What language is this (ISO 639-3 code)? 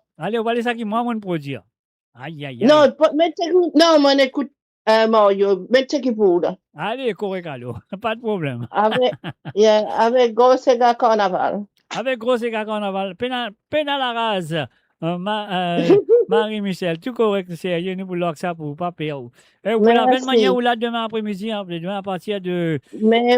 mfe